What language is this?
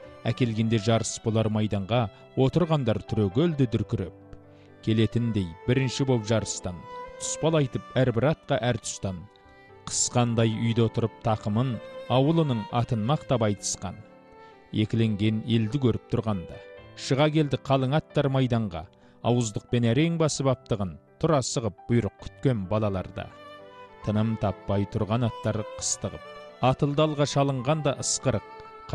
Kazakh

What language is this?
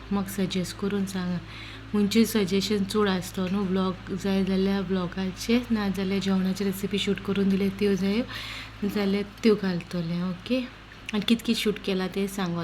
Konkani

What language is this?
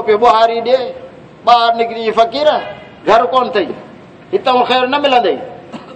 Saraiki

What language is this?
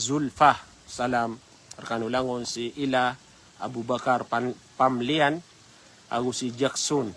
Maranao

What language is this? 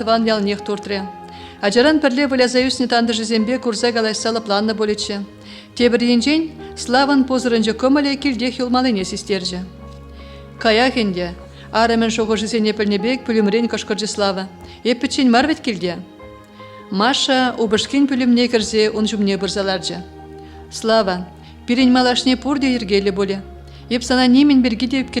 Chuvash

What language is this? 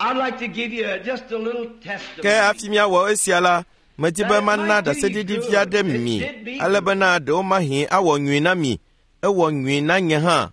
Ewe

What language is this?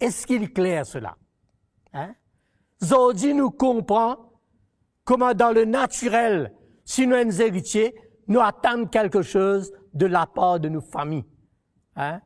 Morisyen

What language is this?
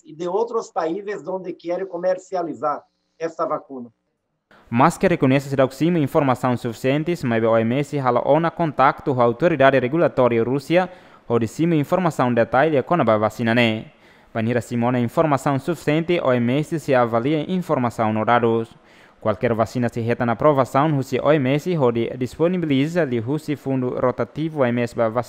Tetum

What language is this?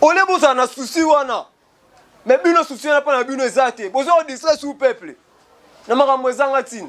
Lingala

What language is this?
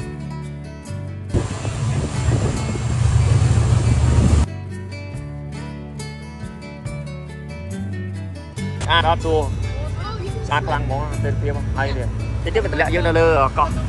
Vietnamese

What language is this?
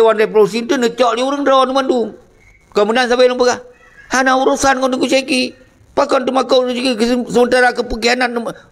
Achinese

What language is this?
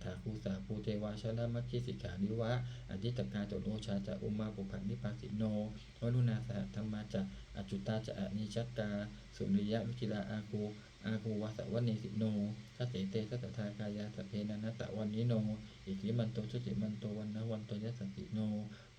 Pali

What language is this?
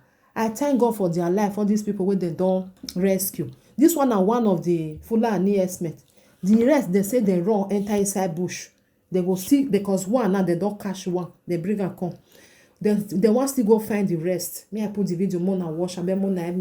Nigerian Pidgin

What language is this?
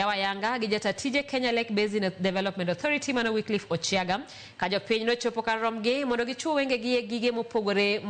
Luo (Kenya and Tanzania)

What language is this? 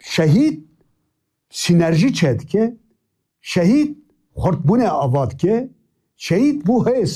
Kurdish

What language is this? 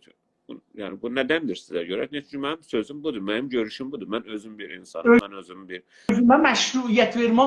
South Azerbaijani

